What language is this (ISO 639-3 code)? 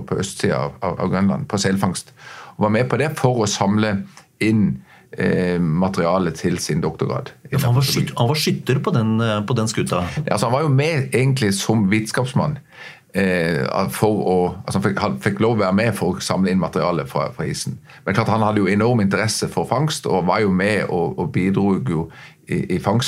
nor